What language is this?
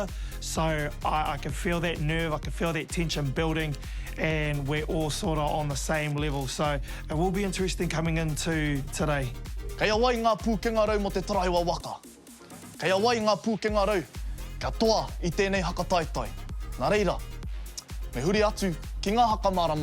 Māori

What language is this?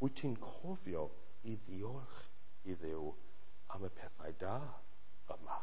Welsh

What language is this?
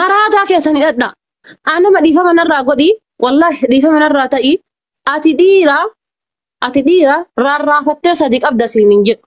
Oromo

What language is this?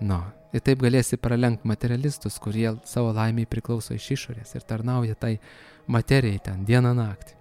Lithuanian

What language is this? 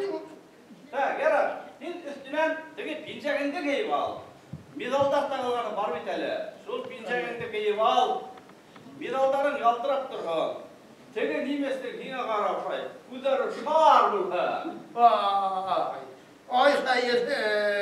Bashkir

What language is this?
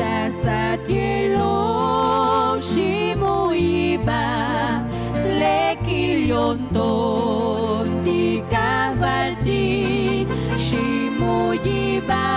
Tzotzil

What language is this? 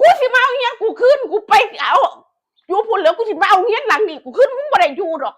Northeastern Thai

